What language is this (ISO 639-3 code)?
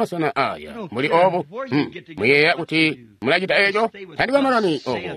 toi